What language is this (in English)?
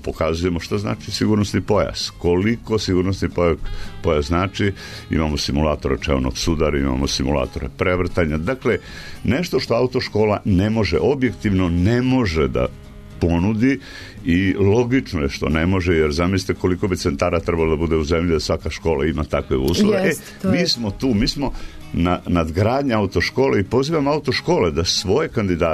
Serbian